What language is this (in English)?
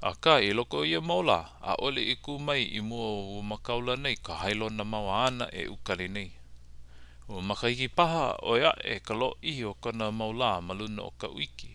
Hawaiian